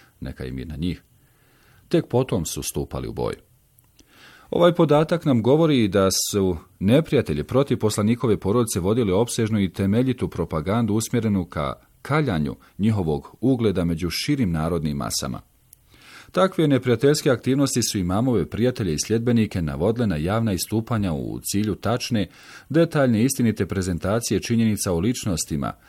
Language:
Bosnian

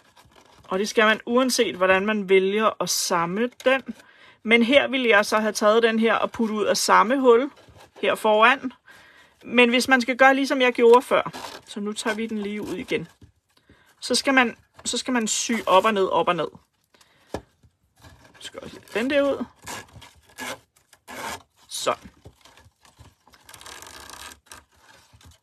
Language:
Danish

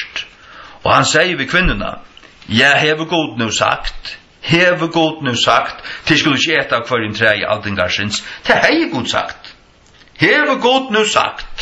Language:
Faroese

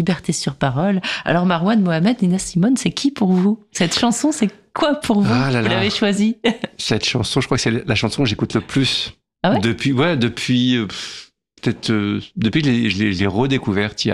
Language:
French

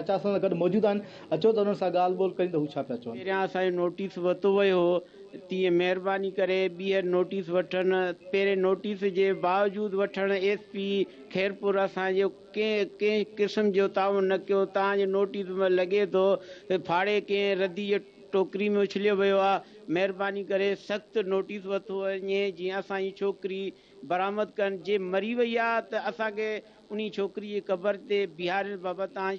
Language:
Sindhi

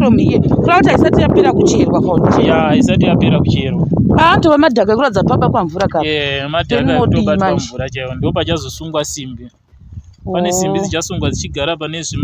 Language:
Shona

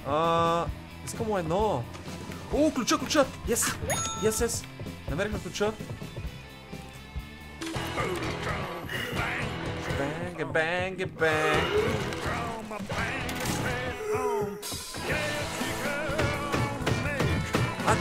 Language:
Bulgarian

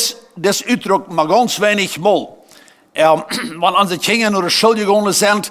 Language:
Plautdietsch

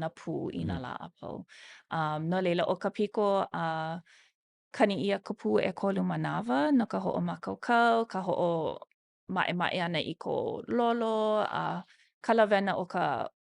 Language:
Hawaiian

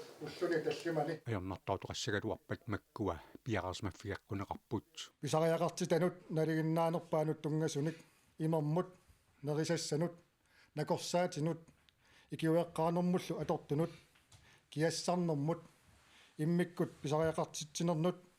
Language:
Kalaallisut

